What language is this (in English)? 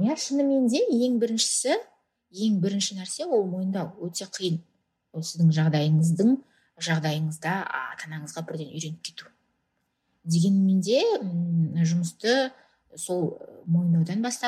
Kazakh